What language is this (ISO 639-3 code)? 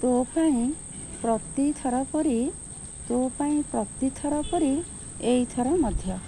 ori